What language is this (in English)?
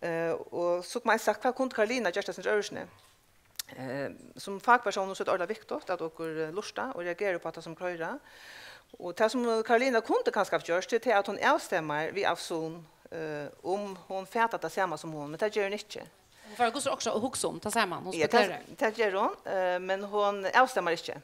Faroese